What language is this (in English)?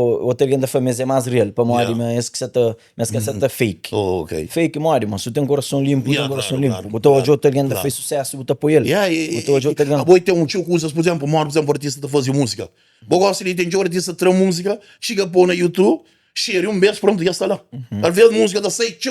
Kabuverdianu